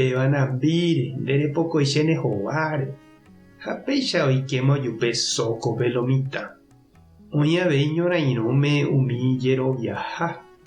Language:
Guarani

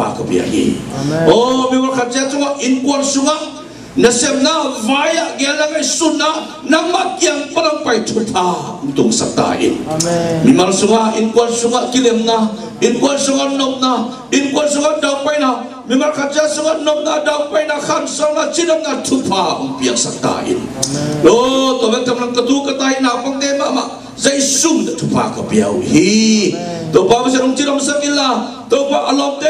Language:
Tedim Chin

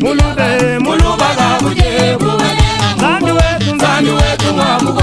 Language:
Luba-Lulua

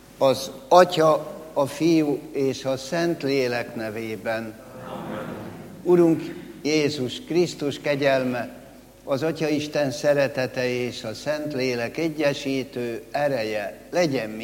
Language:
Hungarian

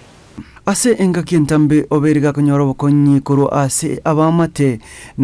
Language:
Gusii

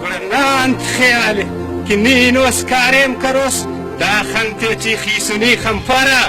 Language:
Brahui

